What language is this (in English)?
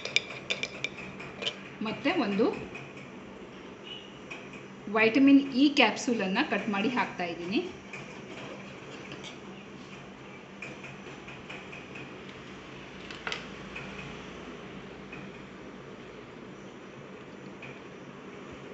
Kannada